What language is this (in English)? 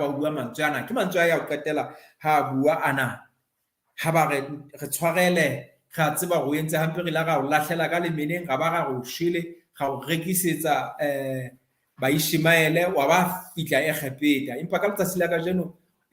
Southern Sotho